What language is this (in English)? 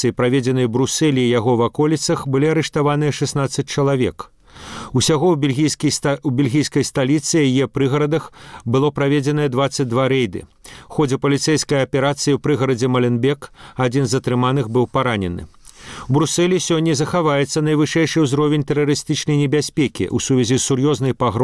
Belarusian